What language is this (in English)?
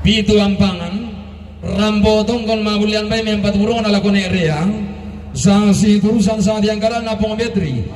Toraja-Sa'dan